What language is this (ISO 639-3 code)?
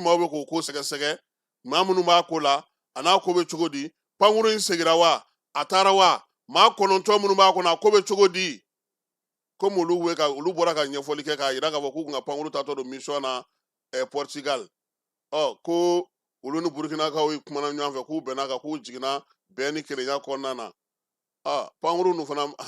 bam